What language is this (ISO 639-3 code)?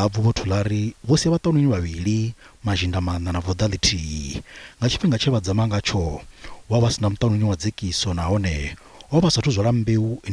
ven